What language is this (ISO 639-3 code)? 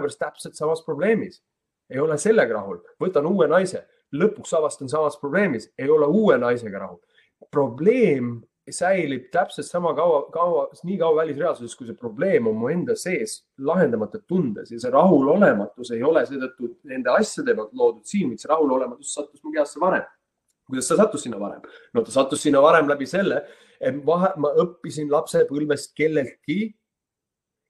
est